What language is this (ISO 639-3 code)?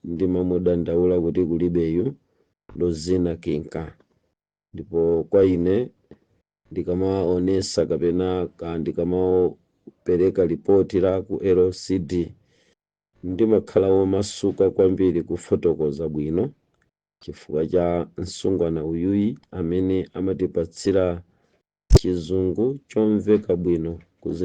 nya